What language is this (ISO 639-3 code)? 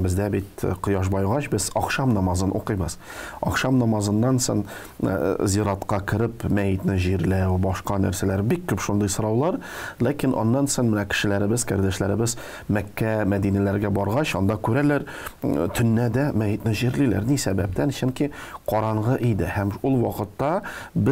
tat